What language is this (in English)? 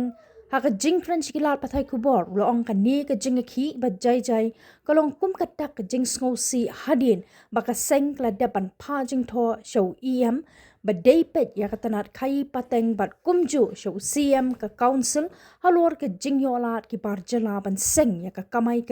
Khasi